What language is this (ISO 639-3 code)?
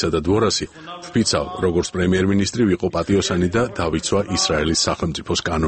kat